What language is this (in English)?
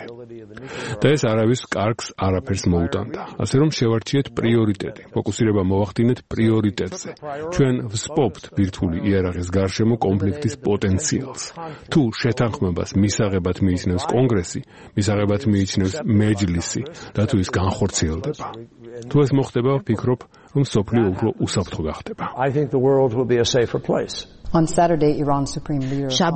Georgian